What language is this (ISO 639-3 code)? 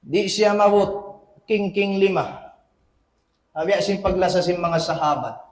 tsg